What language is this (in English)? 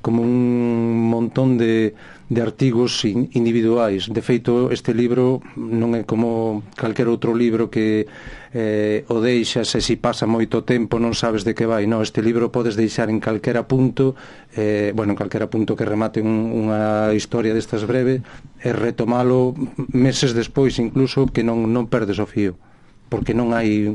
Galician